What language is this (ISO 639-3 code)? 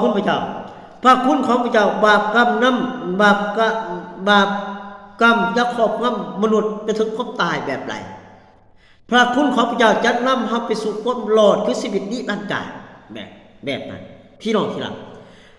lao